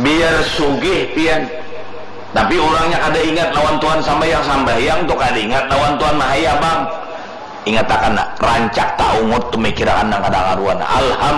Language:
Banjar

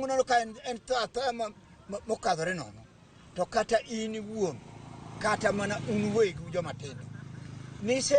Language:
Luo (Kenya and Tanzania)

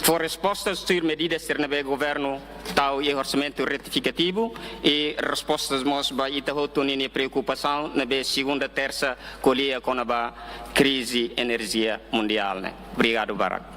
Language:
Tetum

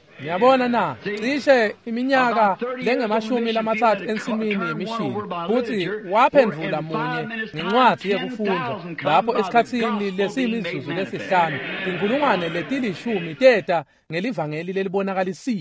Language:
Swati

